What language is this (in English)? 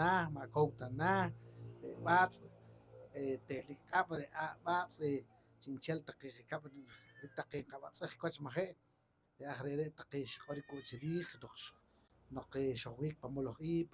Poqomchi'